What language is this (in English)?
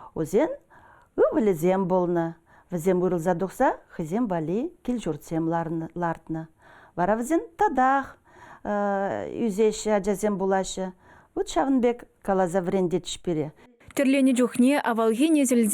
Chuvash